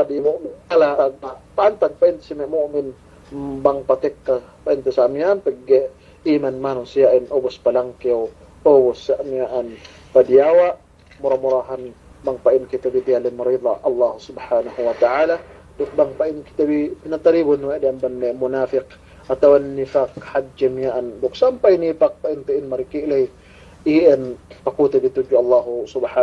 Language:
Yakan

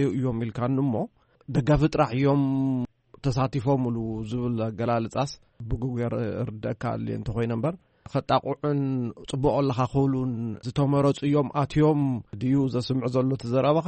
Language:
Tigrinya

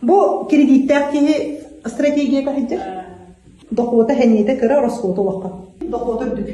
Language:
Yakut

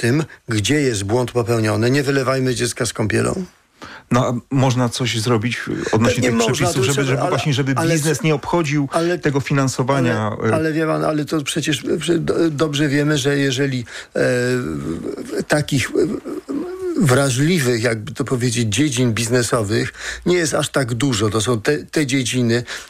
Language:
Polish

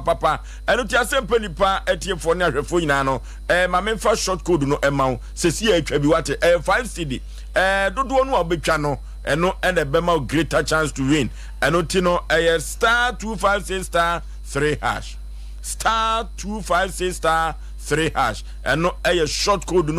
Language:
Akan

